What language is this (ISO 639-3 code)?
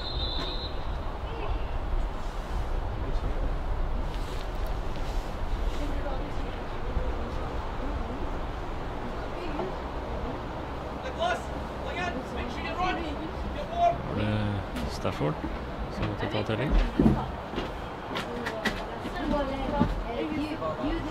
nor